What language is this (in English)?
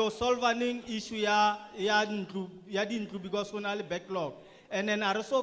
Tswana